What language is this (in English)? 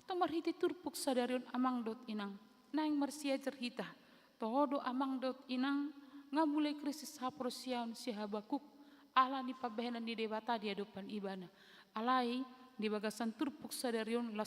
Batak Toba